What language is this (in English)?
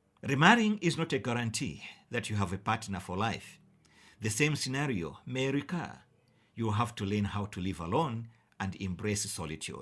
English